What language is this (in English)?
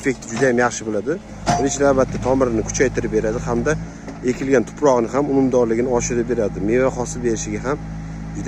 Uzbek